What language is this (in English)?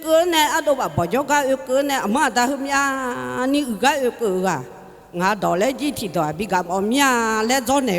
Akha